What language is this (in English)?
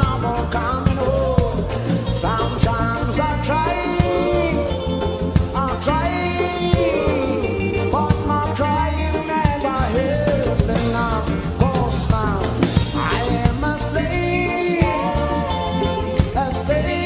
English